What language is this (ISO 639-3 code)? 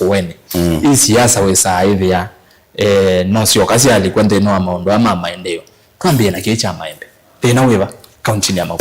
kam